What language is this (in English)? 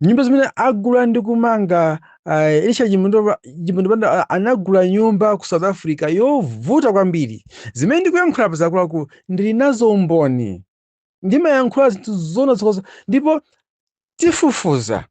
Nyanja